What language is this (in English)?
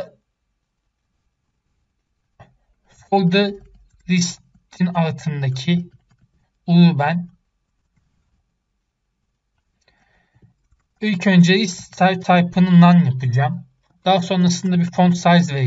Turkish